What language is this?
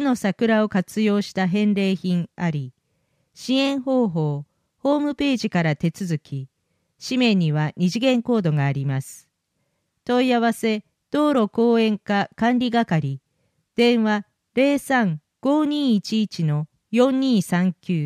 Japanese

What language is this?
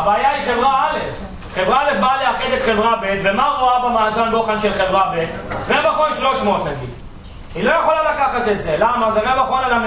Hebrew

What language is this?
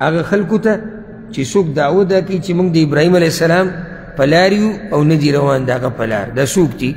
Pashto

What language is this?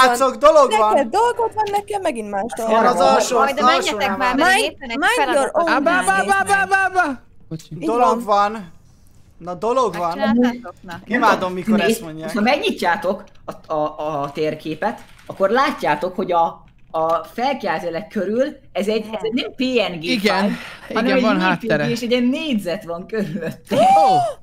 Hungarian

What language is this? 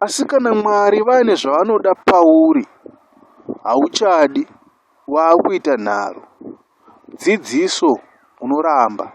Shona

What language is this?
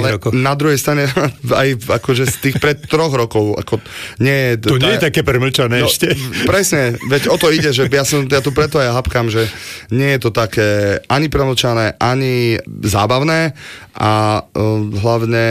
Slovak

